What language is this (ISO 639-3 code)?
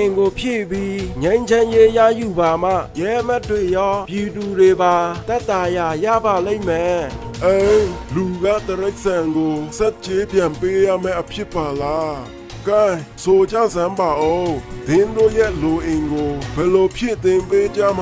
mya